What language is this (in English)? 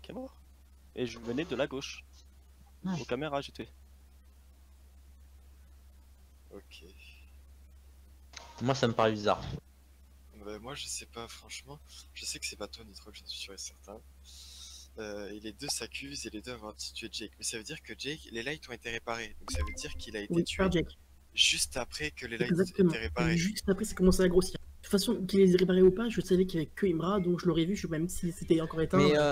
French